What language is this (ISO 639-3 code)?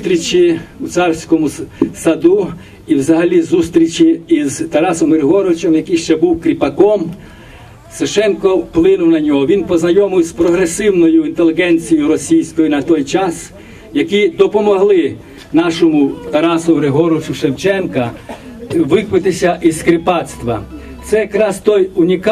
ukr